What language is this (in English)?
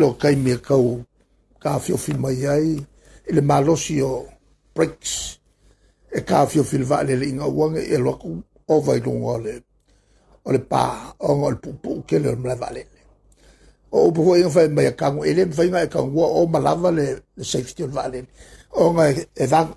Samoan